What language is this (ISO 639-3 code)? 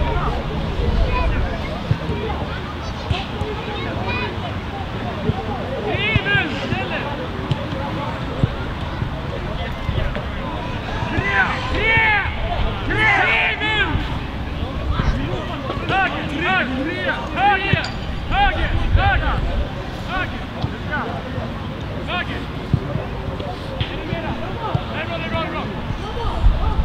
swe